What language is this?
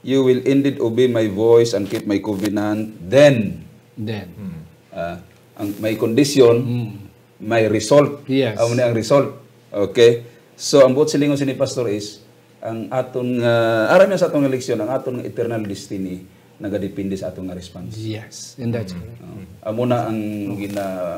Hiligaynon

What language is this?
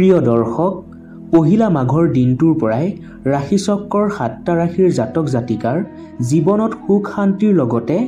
Assamese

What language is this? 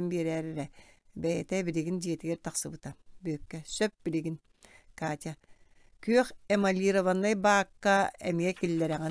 Yakut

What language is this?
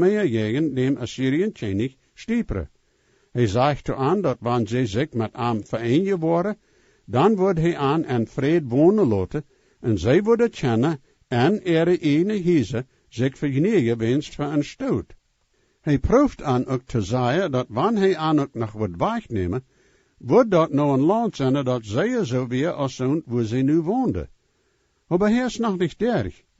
Plautdietsch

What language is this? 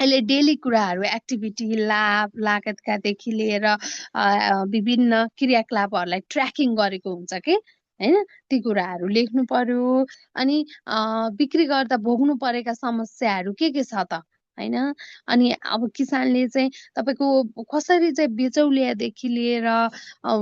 Nepali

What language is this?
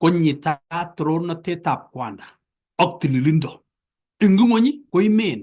Kalenjin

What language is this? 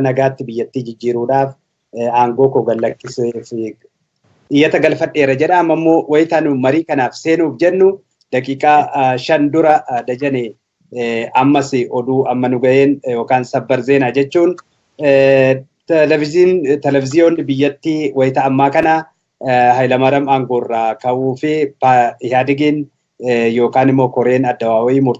Oromo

